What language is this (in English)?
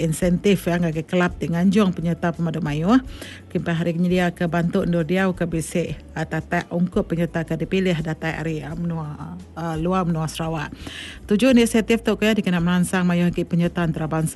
Iban